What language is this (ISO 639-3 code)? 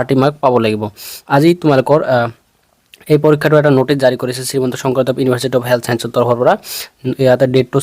asm